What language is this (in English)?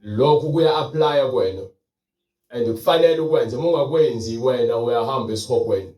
Zulu